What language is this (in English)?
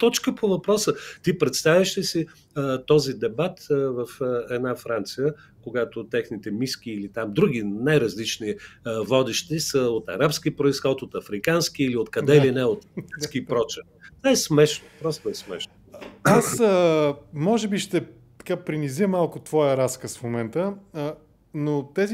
Bulgarian